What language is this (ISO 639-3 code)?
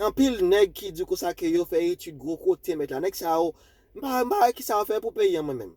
hat